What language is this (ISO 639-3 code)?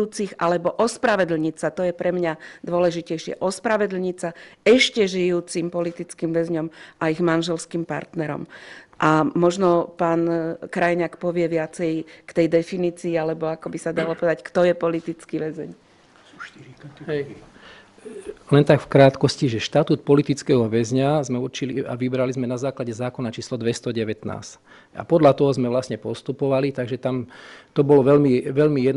slk